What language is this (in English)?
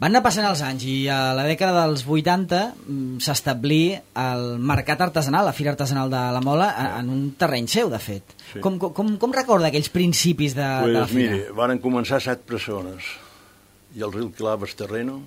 Catalan